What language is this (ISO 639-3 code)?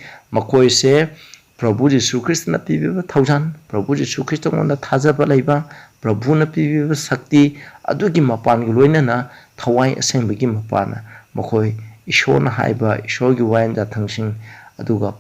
mni